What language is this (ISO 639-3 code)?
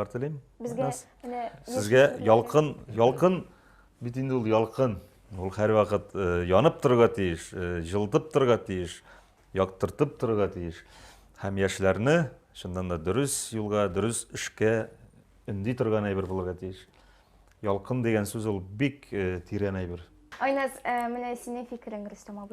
tat